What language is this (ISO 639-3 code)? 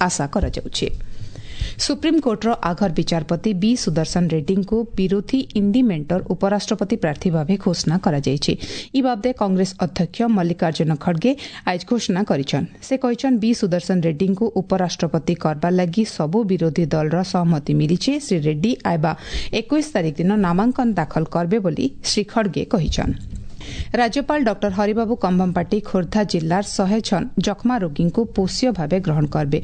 ori